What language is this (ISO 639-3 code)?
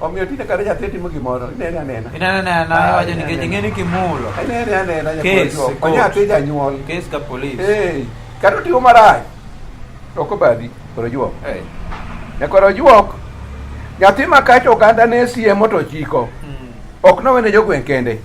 luo